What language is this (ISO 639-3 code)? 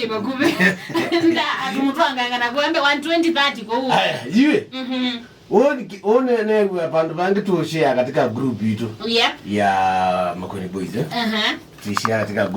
kam